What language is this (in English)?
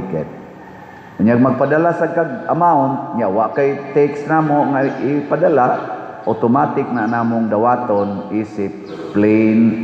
Cebuano